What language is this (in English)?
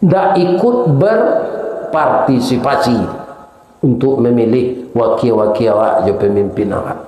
Minangkabau